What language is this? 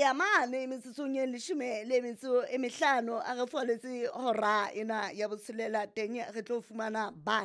Southern Sotho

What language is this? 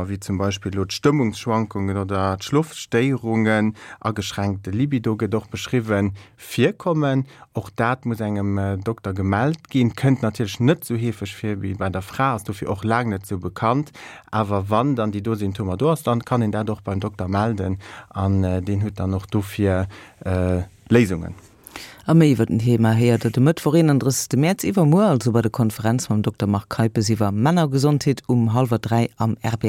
Luxembourgish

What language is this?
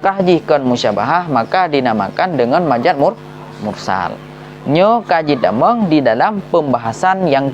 Achinese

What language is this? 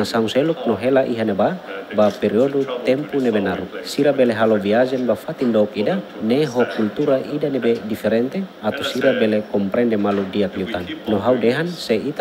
Tetum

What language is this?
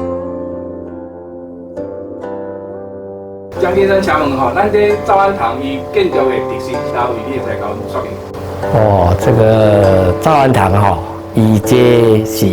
Min Nan Chinese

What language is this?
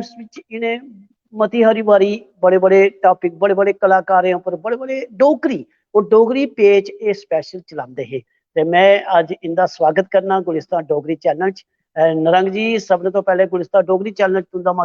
Dogri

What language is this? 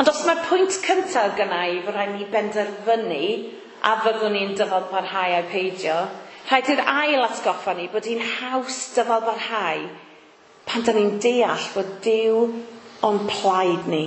Welsh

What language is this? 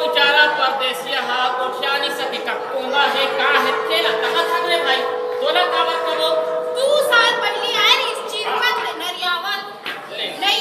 Chhattisgarhi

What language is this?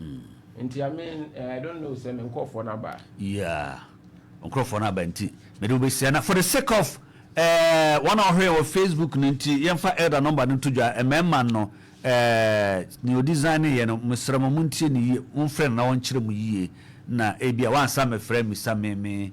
Akan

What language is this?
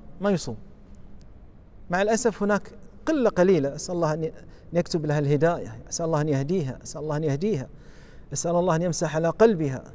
Arabic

